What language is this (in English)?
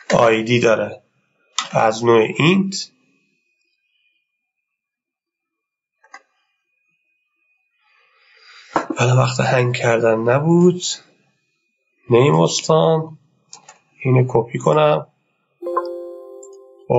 Persian